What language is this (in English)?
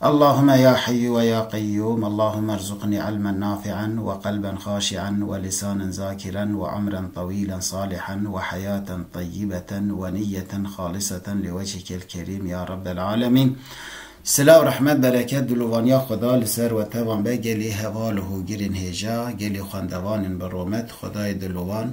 Kurdish